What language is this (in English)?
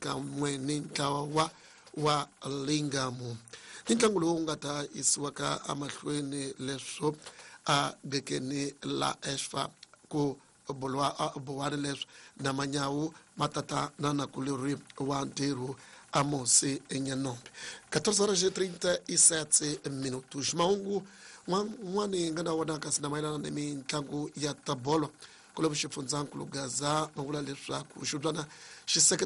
Tsonga